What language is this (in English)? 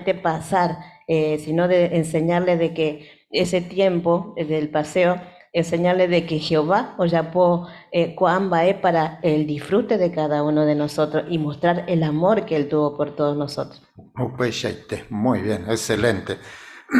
Guarani